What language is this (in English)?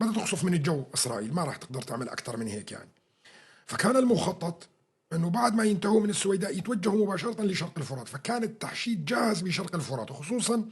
North Levantine Arabic